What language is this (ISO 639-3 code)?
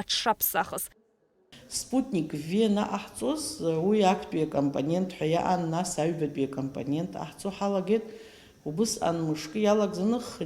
abk